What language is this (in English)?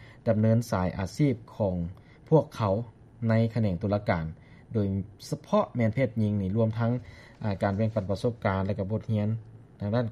Lao